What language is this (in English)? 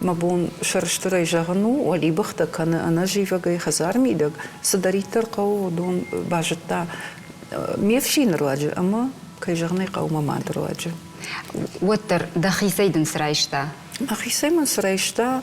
Ossetic